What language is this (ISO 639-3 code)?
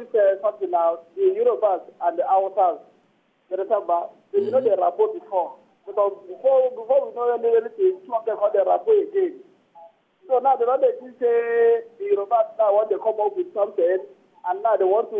pcm